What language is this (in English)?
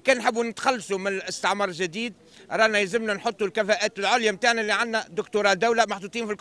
Tunisian Arabic